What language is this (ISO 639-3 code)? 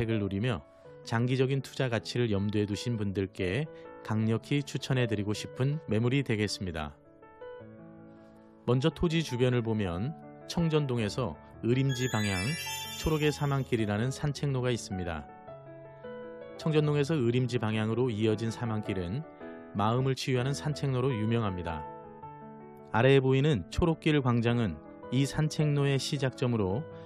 kor